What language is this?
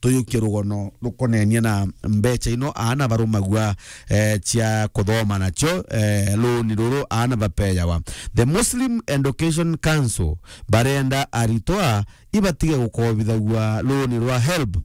Meru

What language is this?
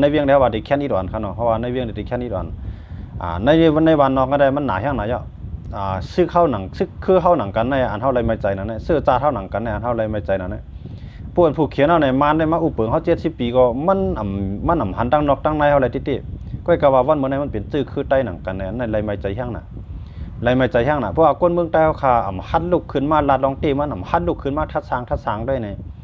Shan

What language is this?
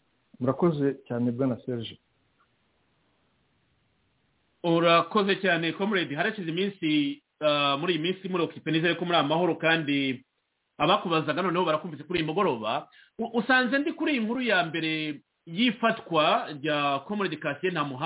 Kinyarwanda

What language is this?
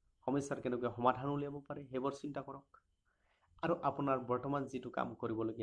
Assamese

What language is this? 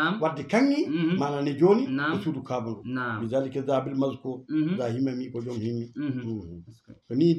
Fula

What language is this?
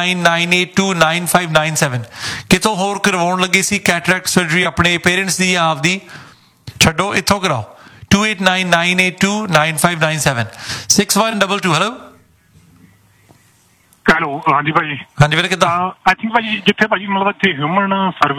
Punjabi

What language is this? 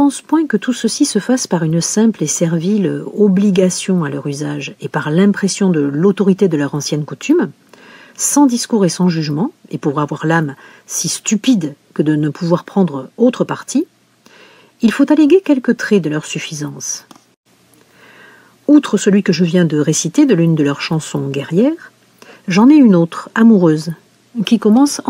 French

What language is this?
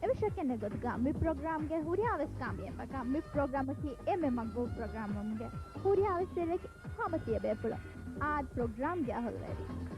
Divehi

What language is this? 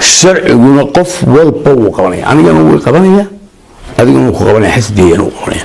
Somali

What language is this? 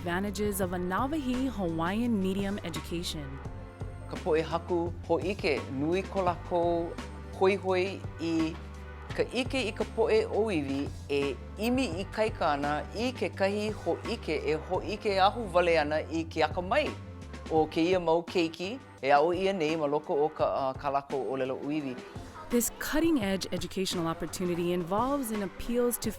Hawaiian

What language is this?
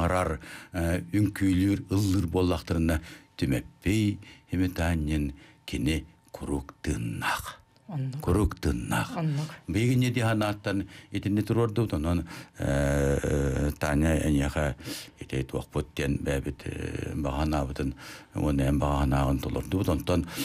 Yakut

